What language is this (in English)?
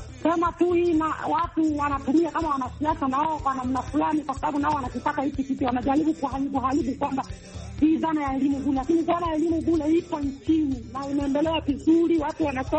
Swahili